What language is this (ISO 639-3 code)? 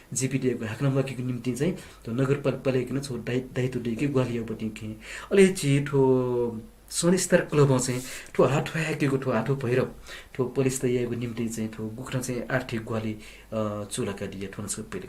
new